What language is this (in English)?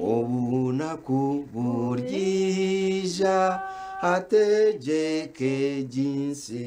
Nyankole